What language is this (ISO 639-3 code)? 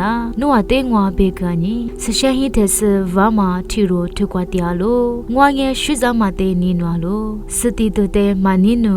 lis